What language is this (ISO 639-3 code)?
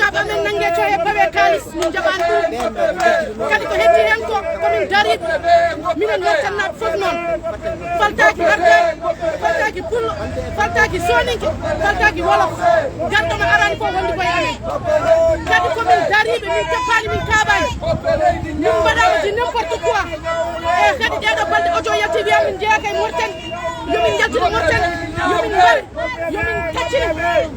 ful